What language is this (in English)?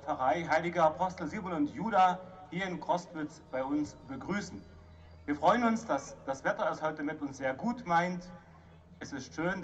Upper Sorbian